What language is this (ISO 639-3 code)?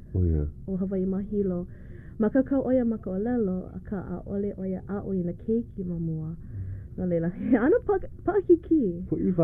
haw